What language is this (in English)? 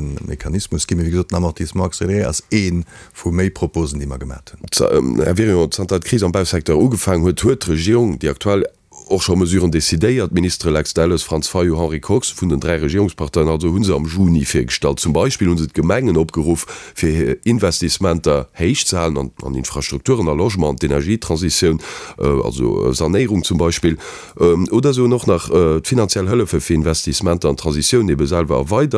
Luxembourgish